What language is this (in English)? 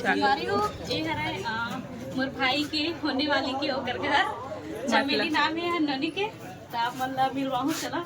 Chhattisgarhi